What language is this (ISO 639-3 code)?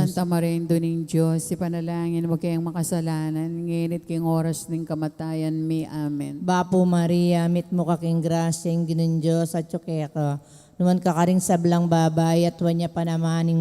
pam